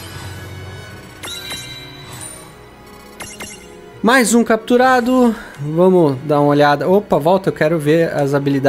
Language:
Portuguese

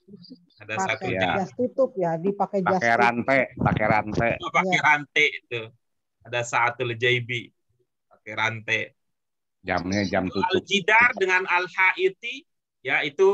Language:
Indonesian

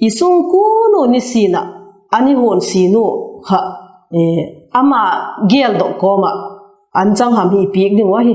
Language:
Vaiphei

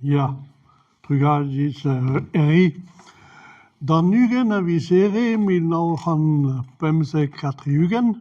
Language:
Breton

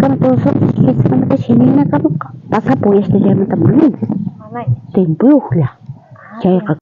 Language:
South Bolivian Quechua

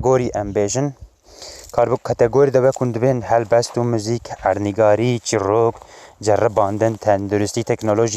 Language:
Kurdish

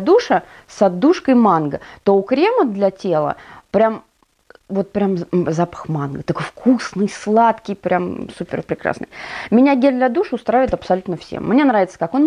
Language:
Russian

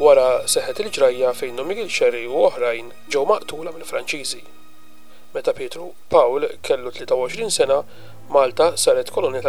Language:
Maltese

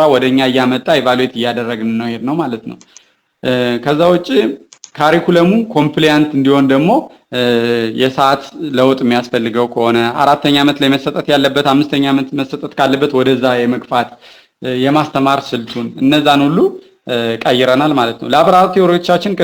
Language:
Amharic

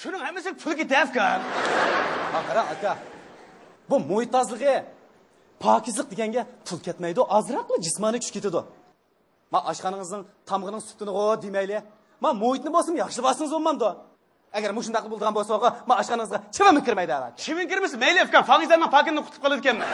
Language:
Uyghur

